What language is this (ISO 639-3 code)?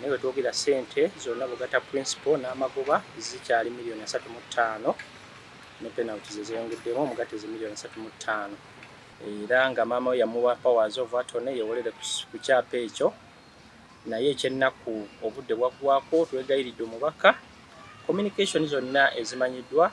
lug